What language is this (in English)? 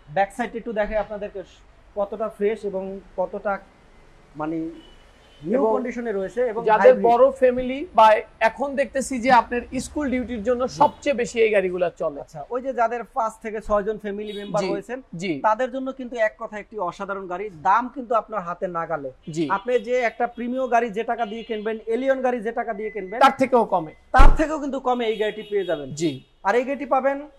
Bangla